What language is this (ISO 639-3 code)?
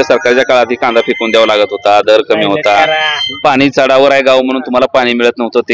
mar